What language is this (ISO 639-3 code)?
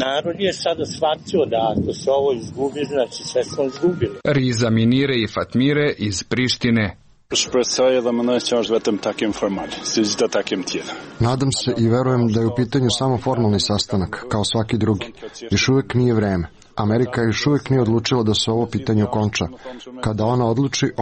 srp